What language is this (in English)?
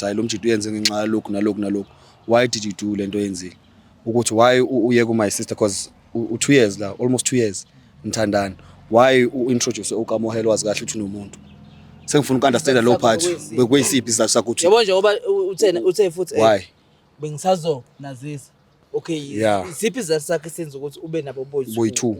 Zulu